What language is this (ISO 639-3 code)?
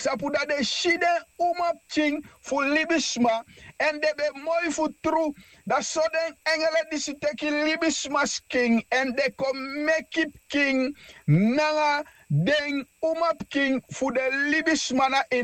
srn